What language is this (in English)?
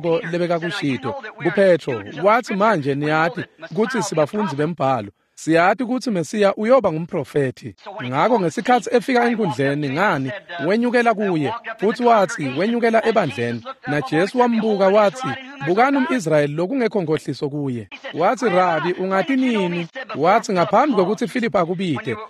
Swati